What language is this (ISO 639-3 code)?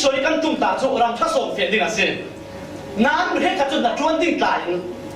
cfm